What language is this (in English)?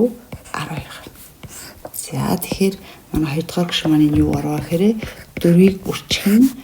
Mongolian